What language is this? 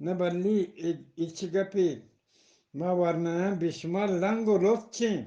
Eastern Balochi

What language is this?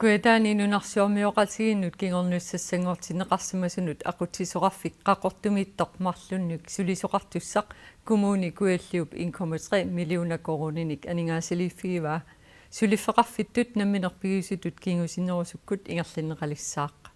Kalaallisut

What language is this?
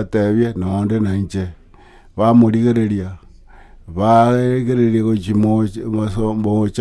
Gusii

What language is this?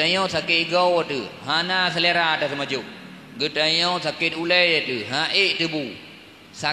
Achinese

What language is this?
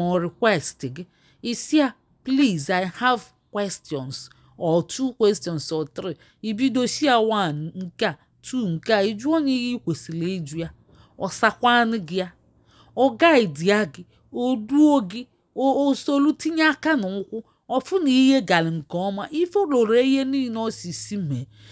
Igbo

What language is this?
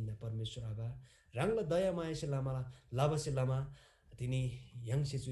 Eastern Tamang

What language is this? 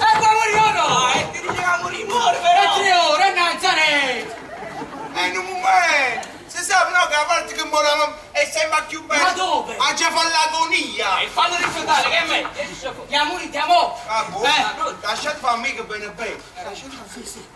Neapolitan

